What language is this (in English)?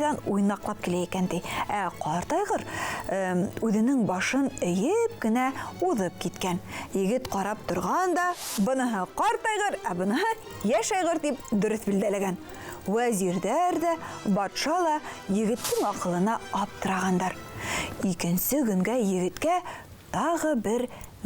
Bashkir